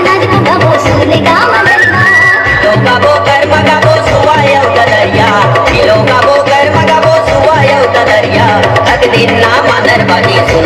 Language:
Chhattisgarhi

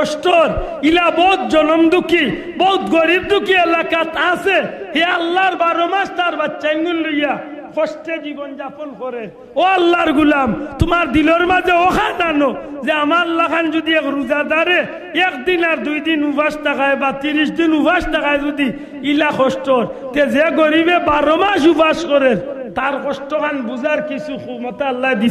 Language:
Sylheti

